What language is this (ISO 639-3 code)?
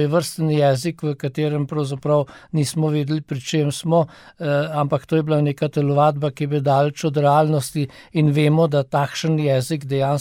slv